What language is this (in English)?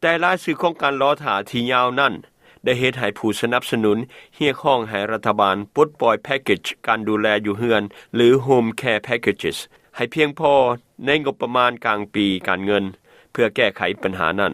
Lao